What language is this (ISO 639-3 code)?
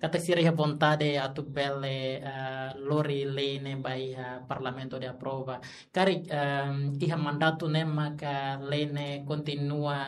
tet